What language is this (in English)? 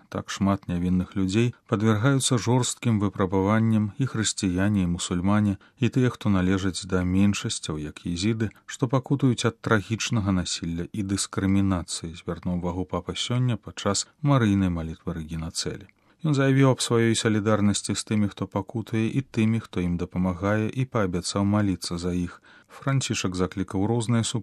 Belarusian